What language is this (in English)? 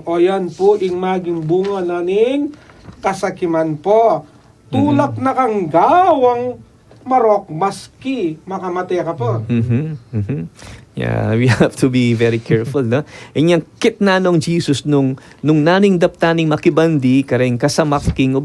Pampanga